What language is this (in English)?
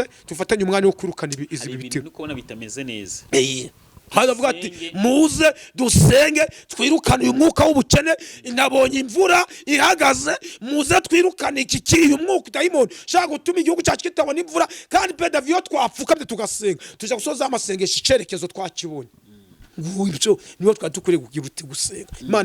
Kinyarwanda